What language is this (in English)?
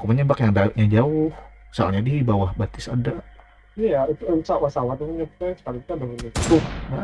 Banjar